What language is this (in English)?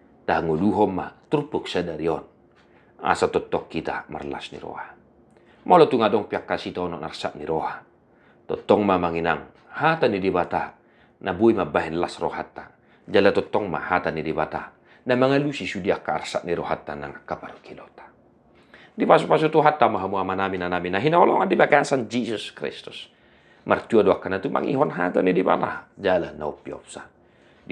Batak Toba